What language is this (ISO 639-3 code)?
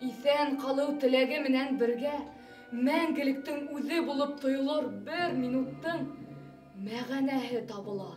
bak